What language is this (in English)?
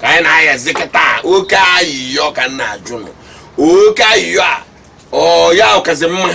Igbo